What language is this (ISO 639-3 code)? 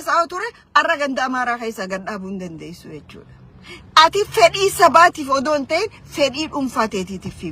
orm